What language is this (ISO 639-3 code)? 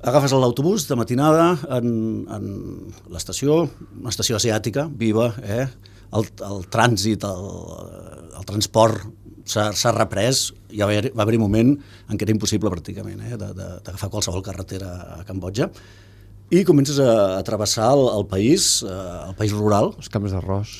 cat